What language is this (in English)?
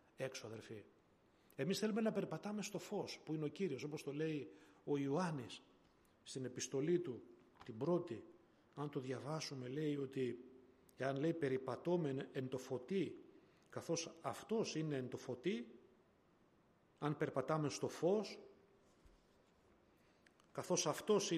Greek